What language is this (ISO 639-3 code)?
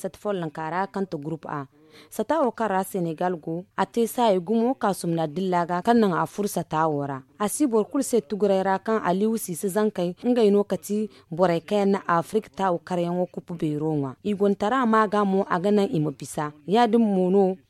dje